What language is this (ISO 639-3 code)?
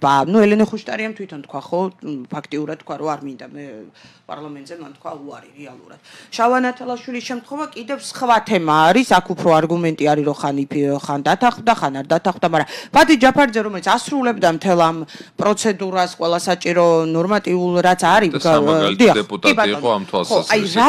kat